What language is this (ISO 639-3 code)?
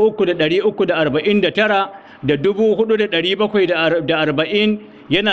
hau